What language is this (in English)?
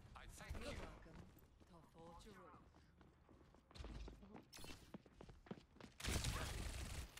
English